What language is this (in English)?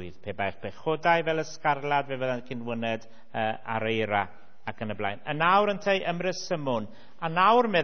Welsh